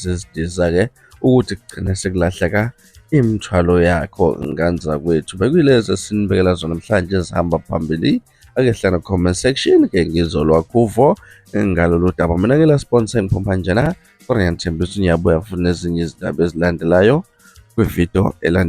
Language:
Zulu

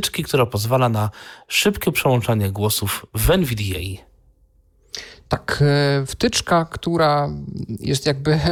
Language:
Polish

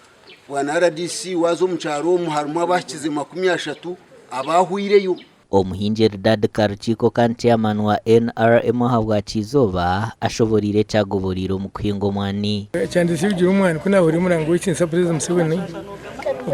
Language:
Nyankole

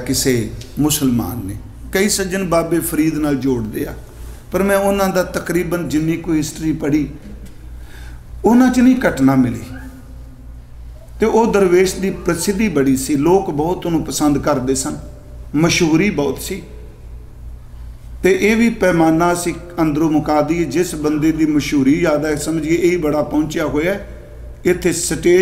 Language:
Punjabi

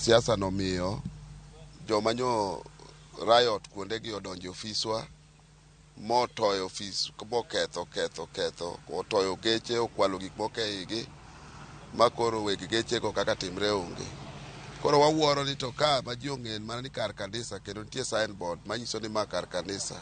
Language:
Luo (Kenya and Tanzania)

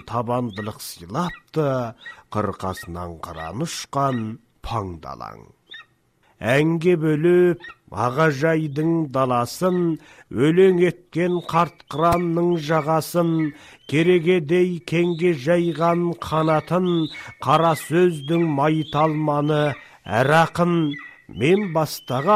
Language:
Kazakh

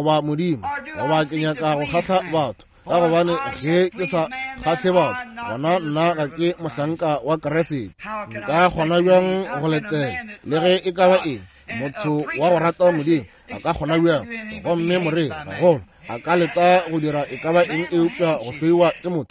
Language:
Northern Sotho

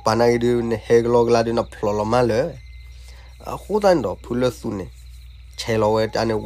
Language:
S'gaw Karen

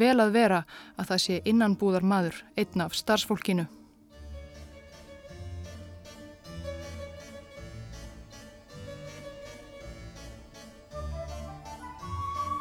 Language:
Icelandic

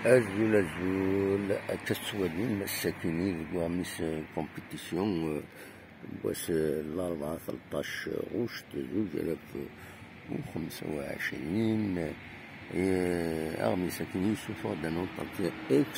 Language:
Kabyle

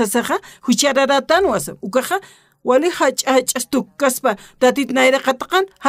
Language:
Aymara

